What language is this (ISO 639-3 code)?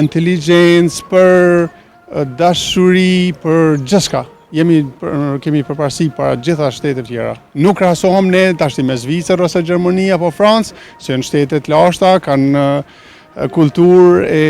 sqi